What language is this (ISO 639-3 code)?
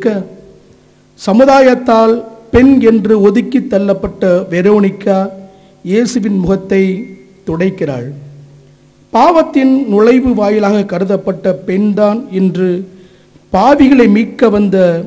tam